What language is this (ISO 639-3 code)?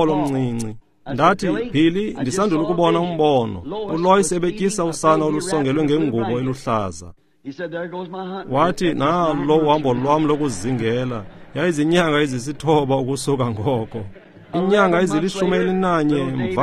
xho